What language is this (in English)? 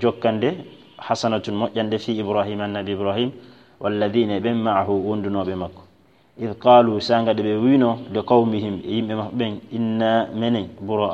Fula